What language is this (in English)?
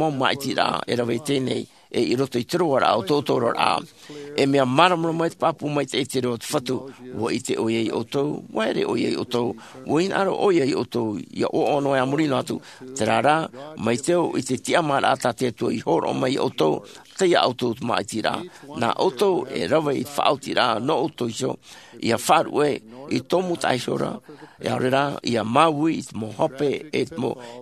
Tahitian